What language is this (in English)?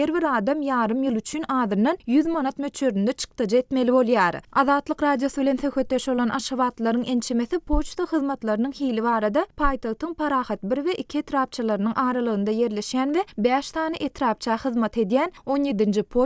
Turkmen